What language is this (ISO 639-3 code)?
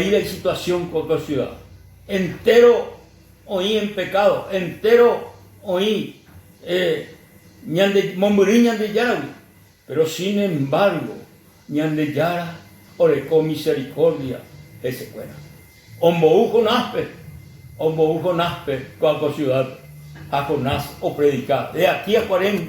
grn